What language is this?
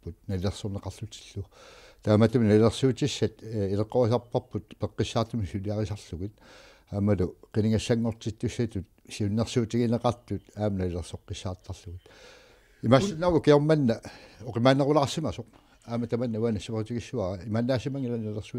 Kalaallisut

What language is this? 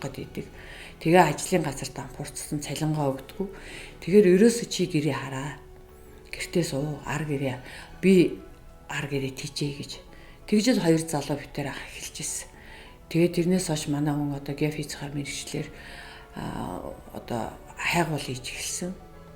Mongolian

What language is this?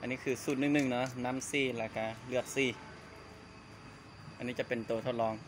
Lao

